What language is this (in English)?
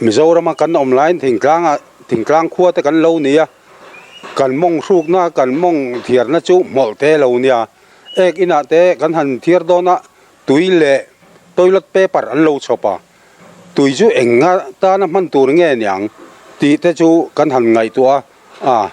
Mizo